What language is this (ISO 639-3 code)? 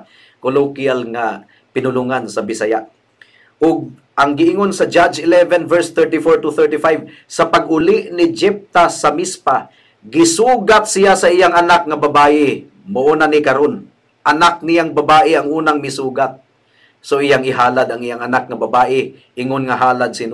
ceb